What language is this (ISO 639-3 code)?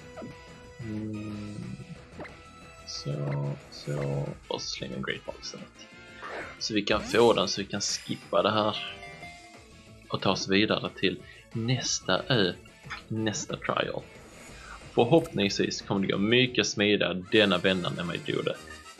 swe